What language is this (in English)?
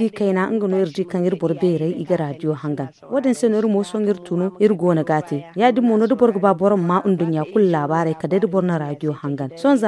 Zarma